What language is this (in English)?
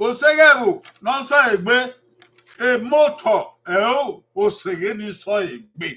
Bini